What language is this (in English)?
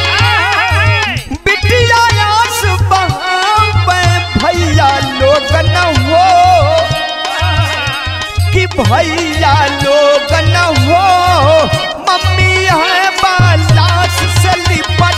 Bhojpuri